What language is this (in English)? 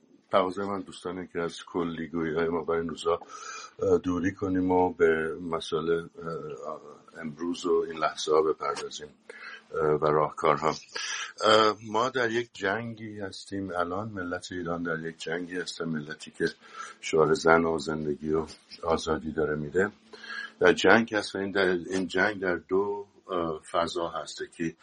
Persian